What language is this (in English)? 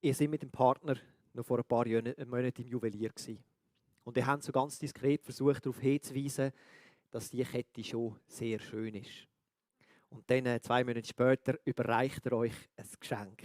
Swiss German